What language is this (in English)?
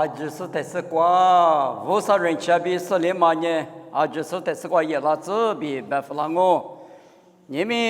Lisu